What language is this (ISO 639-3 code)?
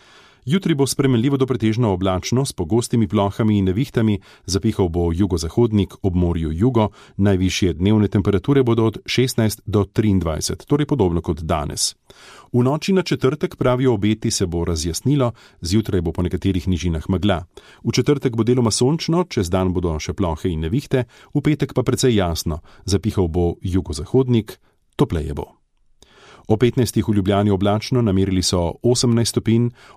slv